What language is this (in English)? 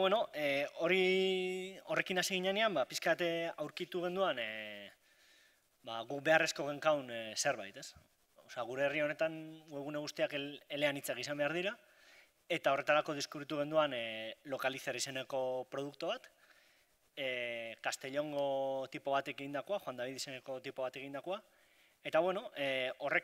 Basque